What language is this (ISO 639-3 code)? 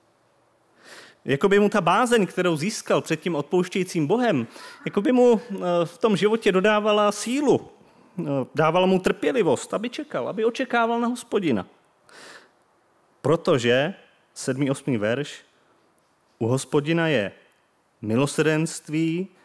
ces